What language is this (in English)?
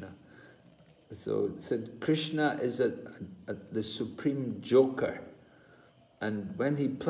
English